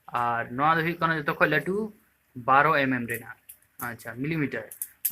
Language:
Santali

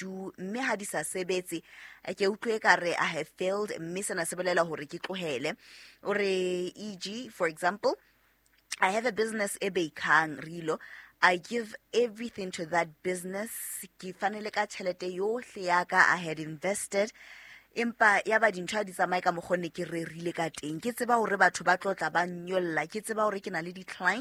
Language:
Southern Sotho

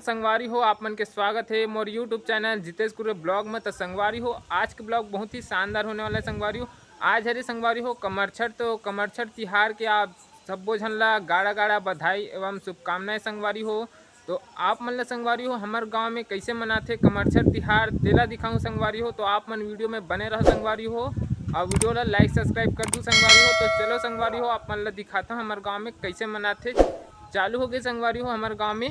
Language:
Chhattisgarhi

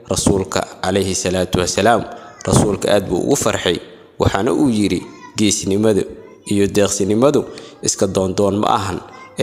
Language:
Somali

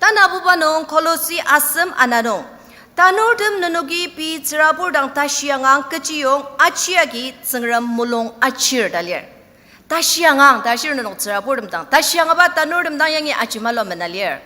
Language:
Ao Naga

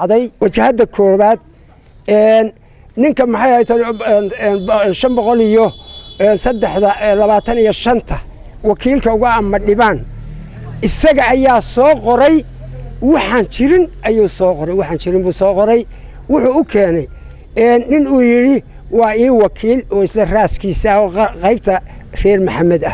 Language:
Somali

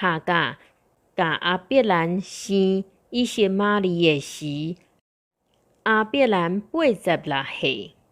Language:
Min Nan Chinese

